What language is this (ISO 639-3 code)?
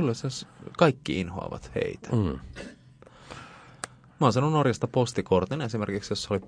fin